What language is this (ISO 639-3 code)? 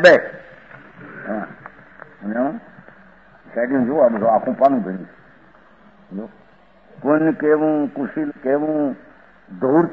guj